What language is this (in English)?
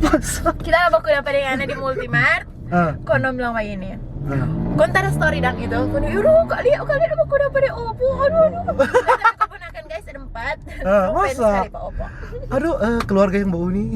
Manado Malay